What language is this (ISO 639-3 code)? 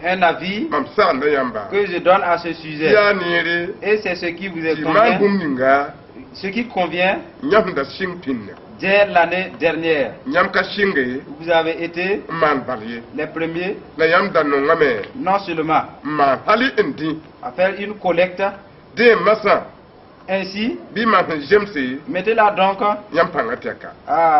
mos